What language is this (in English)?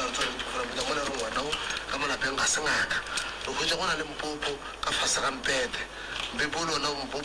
Northern Sotho